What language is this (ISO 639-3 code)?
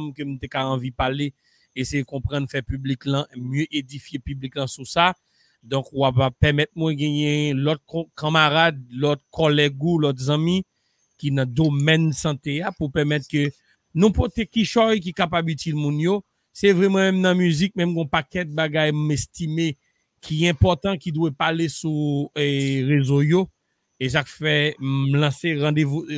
hat